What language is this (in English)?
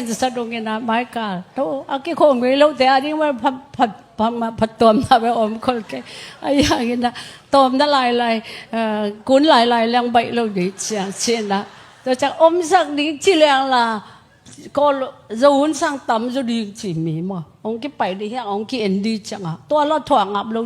Tedim Chin